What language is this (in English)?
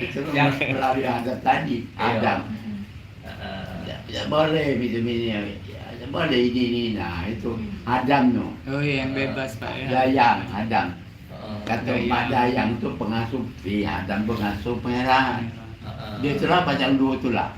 Musi